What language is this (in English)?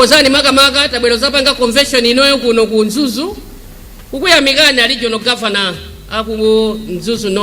Nyanja